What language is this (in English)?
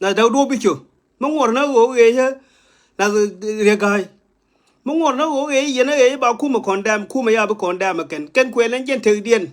Nuer